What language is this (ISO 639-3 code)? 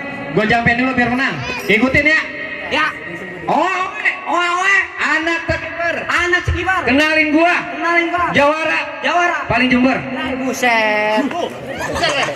bew